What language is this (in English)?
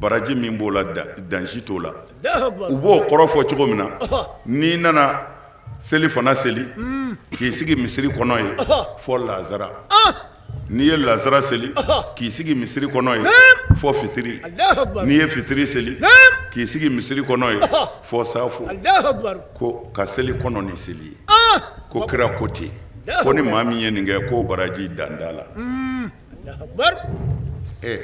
Bambara